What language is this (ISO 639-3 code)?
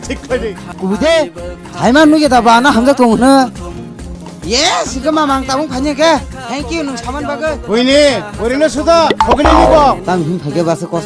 trp